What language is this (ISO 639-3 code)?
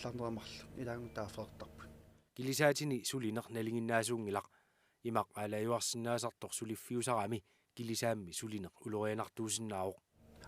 kal